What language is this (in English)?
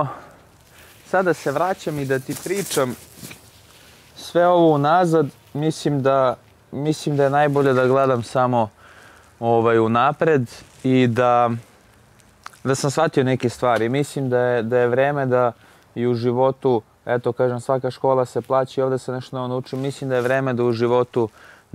Serbian